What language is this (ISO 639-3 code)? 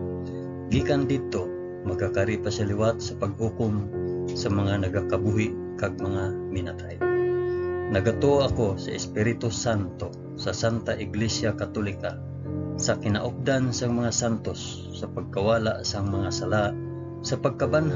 hil